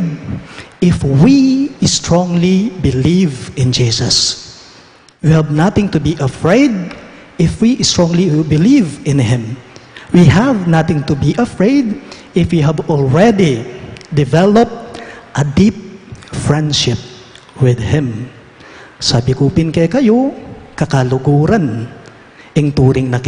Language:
Pampanga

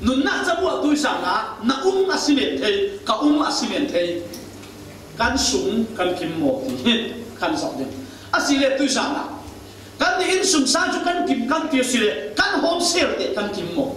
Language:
Falam Chin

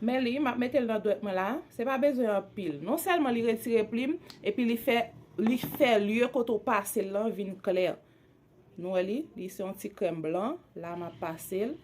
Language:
Haitian Creole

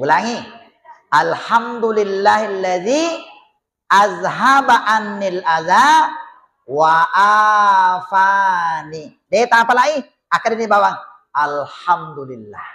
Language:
Buginese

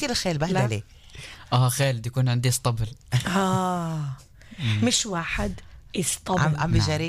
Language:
North Levantine Arabic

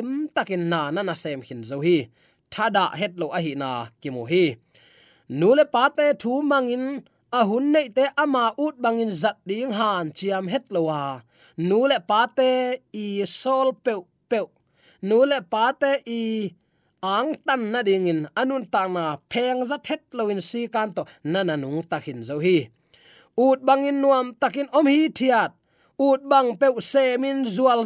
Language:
Tedim Chin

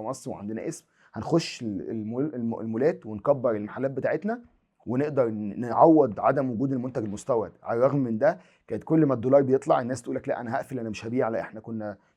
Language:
Egyptian Arabic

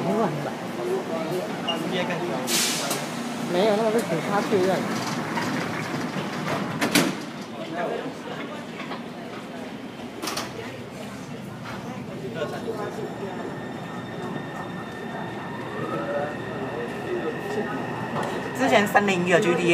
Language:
Chinese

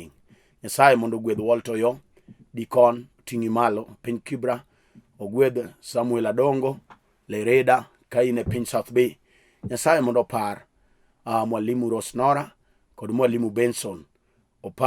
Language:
Luo (Kenya and Tanzania)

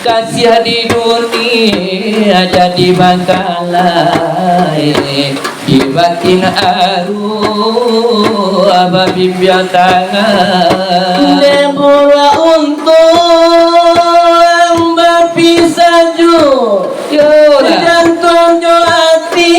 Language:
Minangkabau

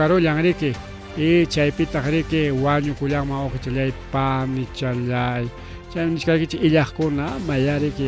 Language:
Ayacucho Quechua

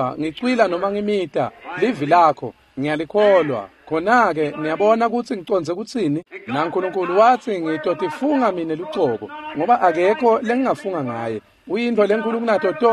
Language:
Swati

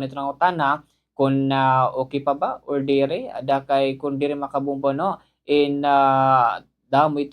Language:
Waray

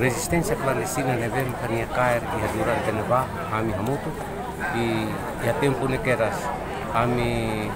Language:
Tetum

